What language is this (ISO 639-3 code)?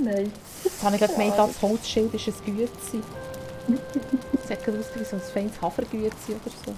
gsw